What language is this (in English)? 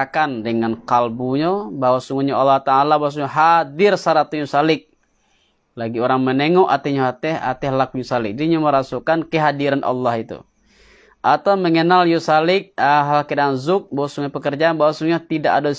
Minangkabau